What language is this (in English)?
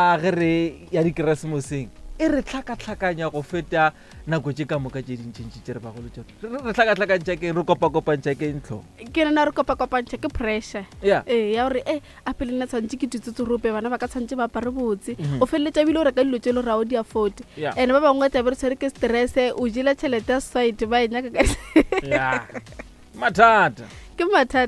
Northern Sotho